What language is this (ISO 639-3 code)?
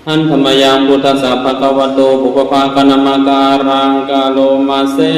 pli